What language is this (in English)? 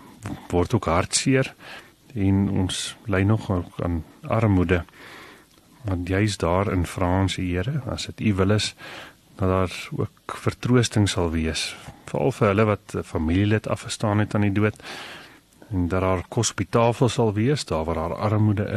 Afrikaans